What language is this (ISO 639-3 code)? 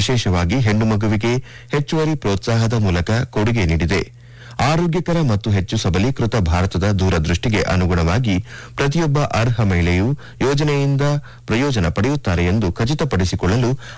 kan